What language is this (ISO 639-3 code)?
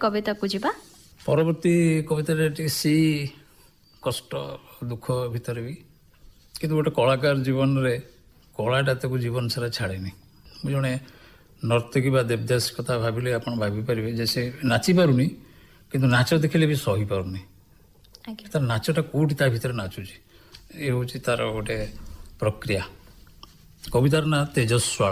ori